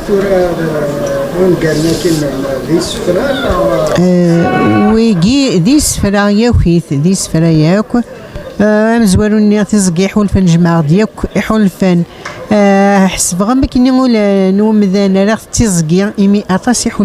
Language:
Kabyle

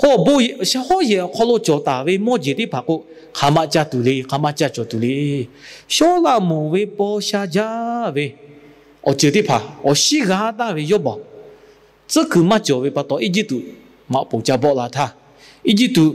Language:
Lahu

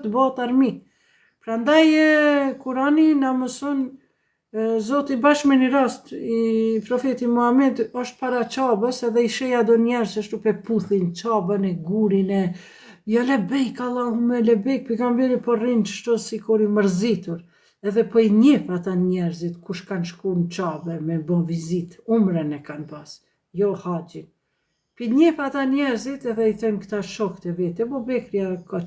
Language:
Albanian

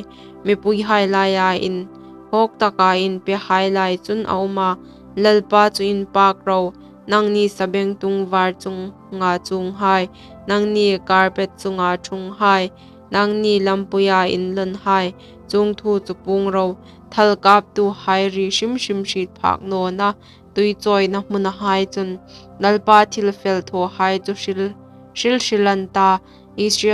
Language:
Hmar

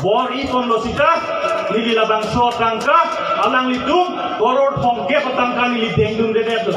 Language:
Karbi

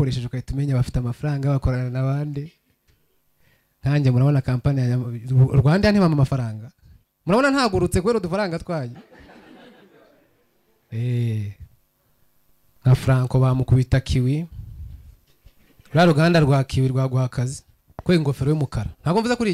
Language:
Kinyarwanda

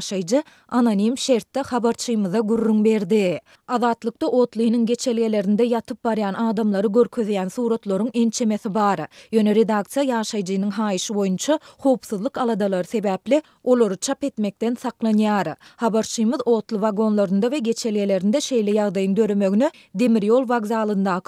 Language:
Turkmen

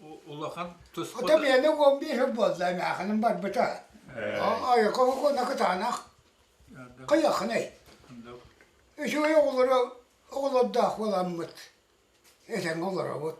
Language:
Yakut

